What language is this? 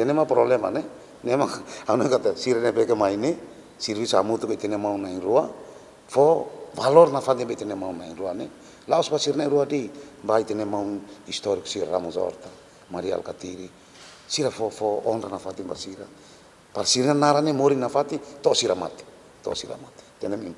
Tetum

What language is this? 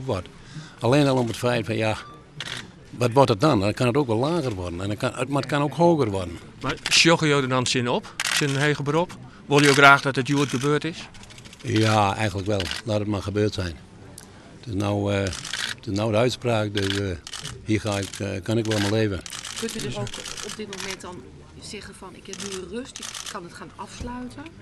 Western Frisian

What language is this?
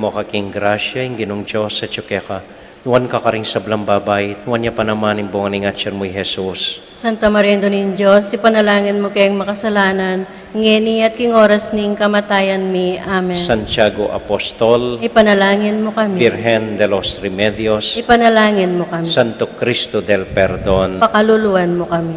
Pampanga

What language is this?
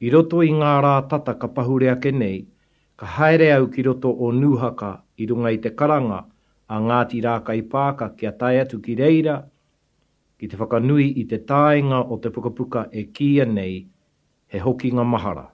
Māori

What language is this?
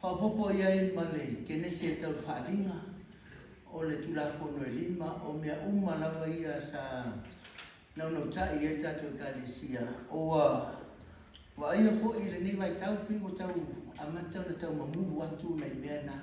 Samoan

